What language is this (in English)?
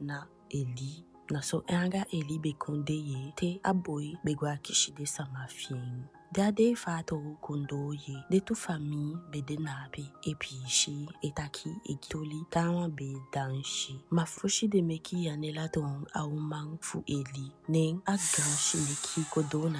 Eastern Maroon Creole